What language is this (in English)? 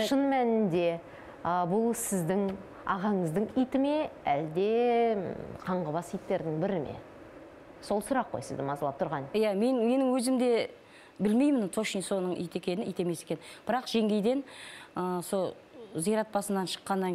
Kazakh